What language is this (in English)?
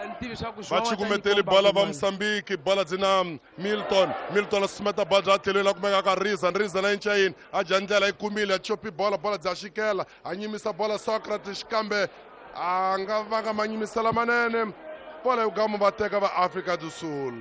Tsonga